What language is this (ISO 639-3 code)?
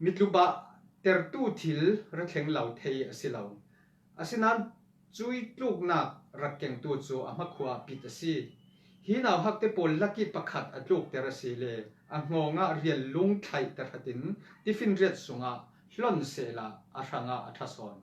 cfm